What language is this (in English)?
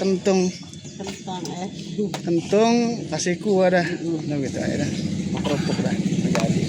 Betawi